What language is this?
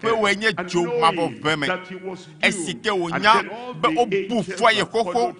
Ewe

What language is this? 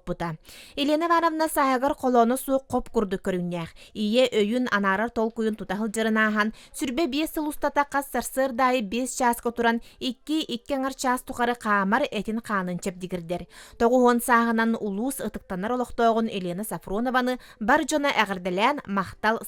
Yakut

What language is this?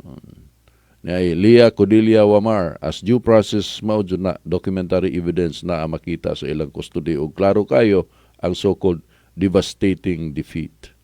Cebuano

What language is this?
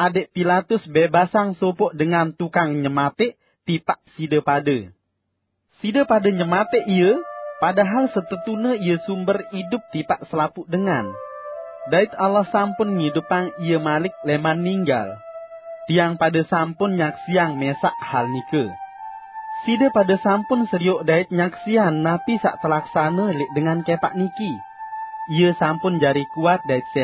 Sasak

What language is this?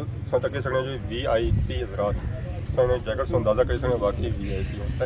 Pahari-Potwari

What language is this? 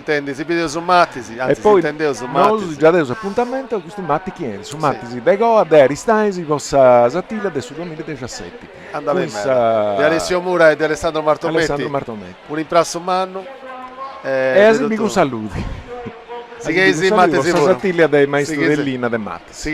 Sardinian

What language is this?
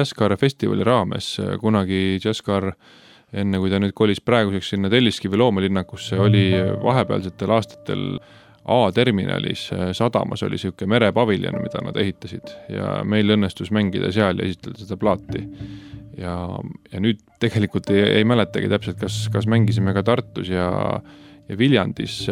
Estonian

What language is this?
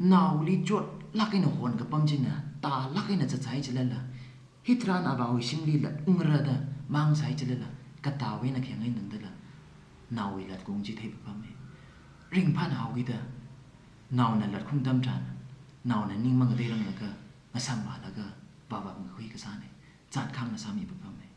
Tangkhul Naga (India)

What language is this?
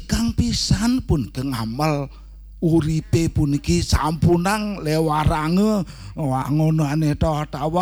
Balinese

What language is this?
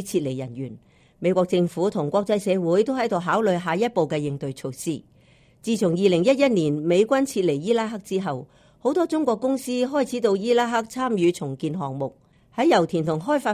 Cantonese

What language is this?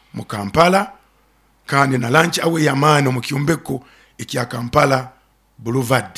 Nyoro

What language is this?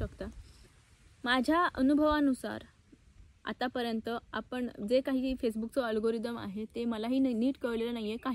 Marathi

